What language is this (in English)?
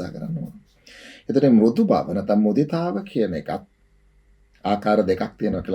Sinhala